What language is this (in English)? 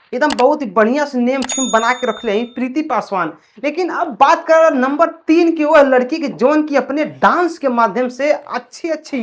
Bhojpuri